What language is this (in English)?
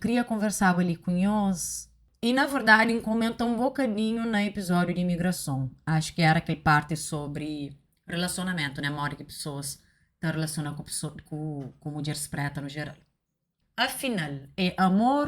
Kabuverdianu